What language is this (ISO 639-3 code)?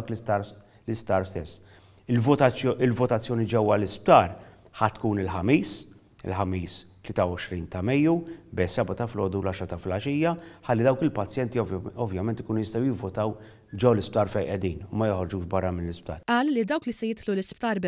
mlt